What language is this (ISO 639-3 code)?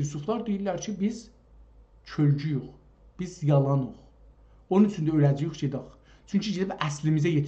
azb